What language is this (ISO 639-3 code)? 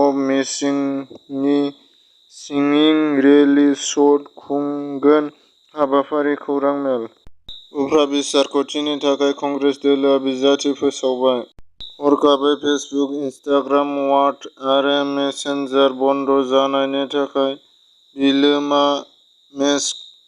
brx